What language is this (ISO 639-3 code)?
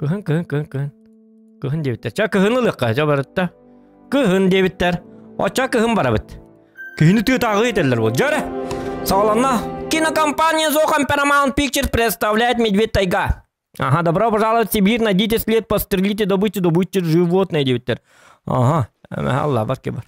sah